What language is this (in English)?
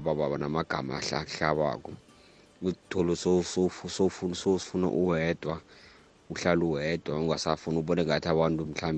South Ndebele